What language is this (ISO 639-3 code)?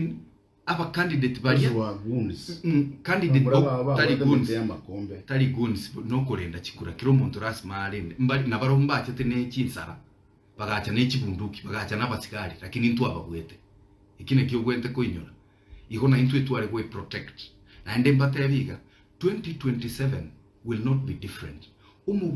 guz